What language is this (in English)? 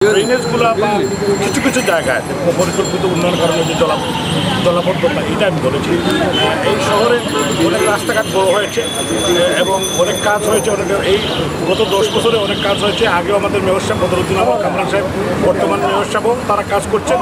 Sylheti